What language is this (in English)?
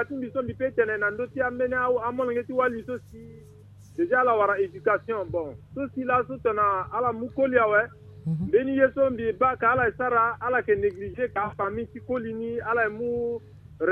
Sango